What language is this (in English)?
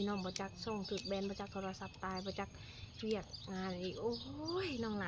Lao